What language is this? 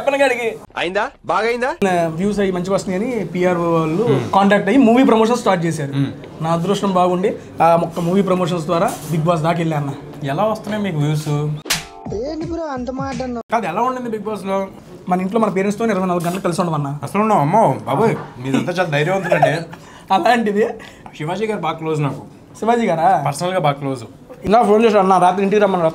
Telugu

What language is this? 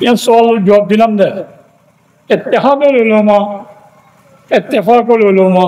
Rohingya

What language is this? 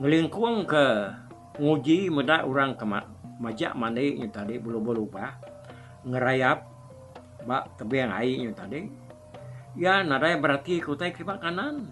Iban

